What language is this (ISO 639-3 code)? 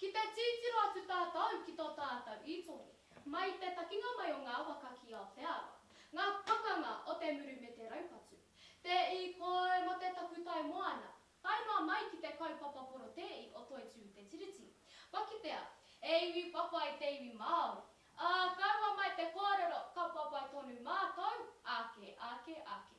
mri